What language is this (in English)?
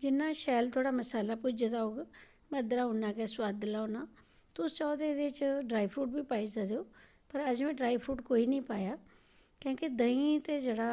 Dogri